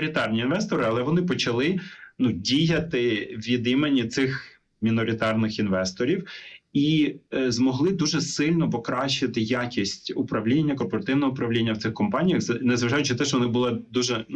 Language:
Ukrainian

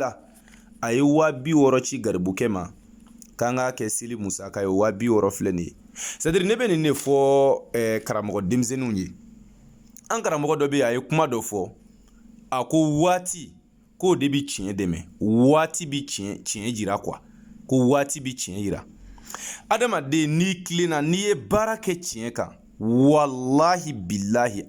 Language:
Bambara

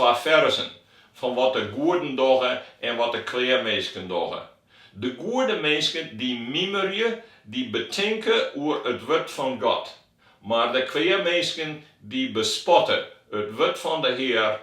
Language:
Western Frisian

